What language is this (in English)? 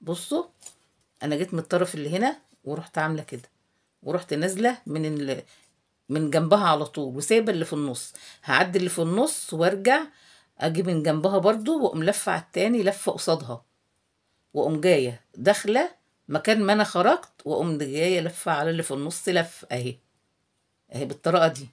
Egyptian Arabic